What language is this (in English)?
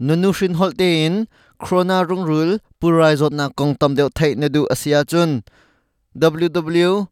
Hakha Chin